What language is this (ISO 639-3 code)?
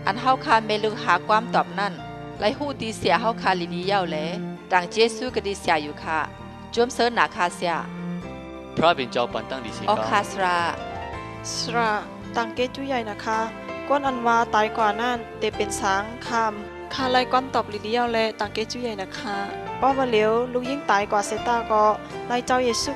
shn